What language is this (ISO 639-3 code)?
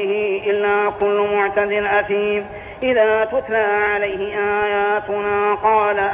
ara